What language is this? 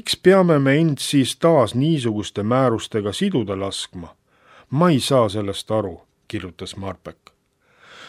Estonian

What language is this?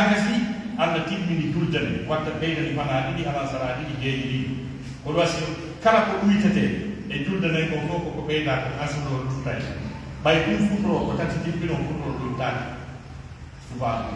Pular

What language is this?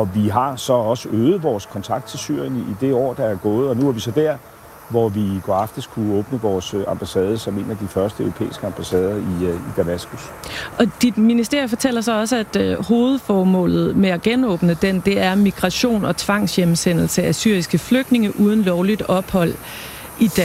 Danish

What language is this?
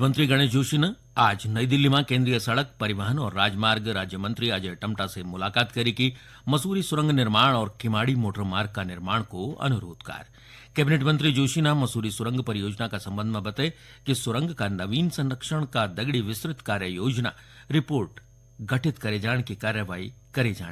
Garhwali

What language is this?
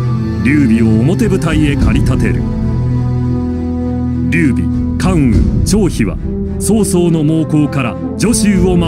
Japanese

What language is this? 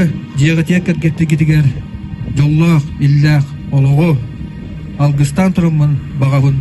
Yakut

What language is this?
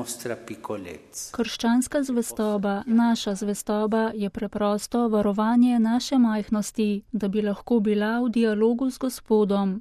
Slovenian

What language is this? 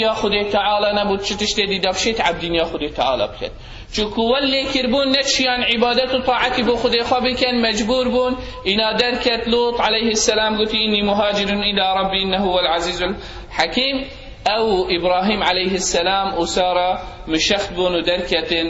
Kurdish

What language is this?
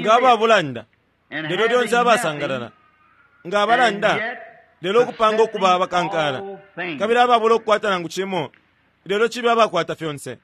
Bemba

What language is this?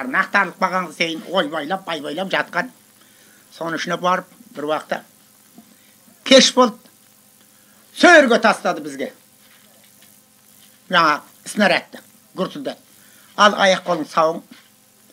Kazakh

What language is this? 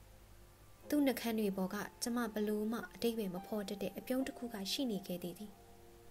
Burmese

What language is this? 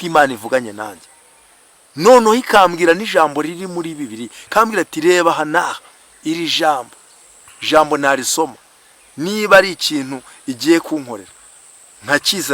Kinyarwanda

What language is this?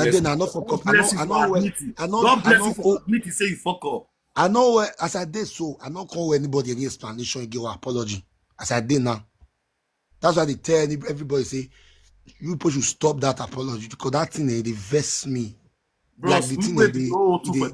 Nigerian Pidgin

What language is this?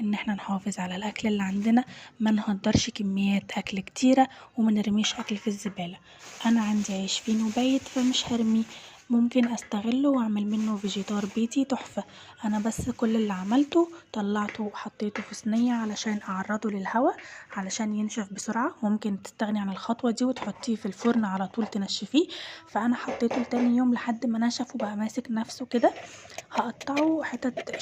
Egyptian Arabic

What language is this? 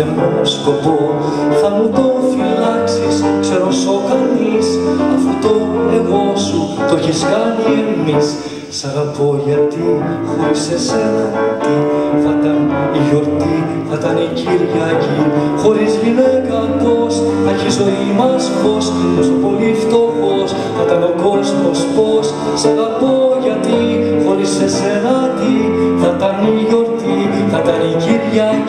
Greek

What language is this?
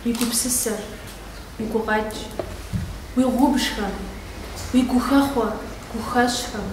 Kabardian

